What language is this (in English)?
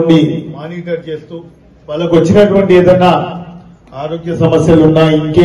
Telugu